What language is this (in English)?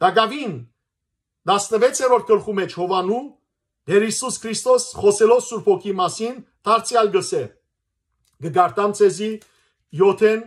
Western Armenian